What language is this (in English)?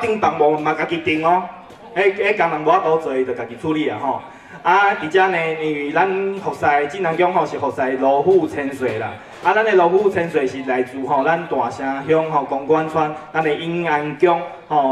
Min Nan Chinese